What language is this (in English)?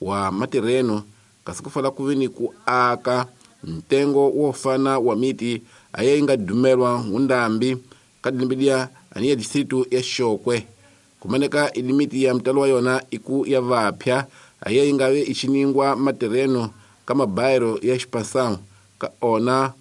Tsonga